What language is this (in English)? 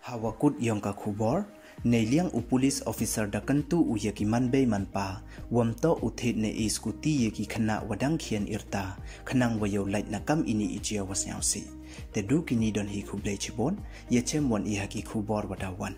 Pnar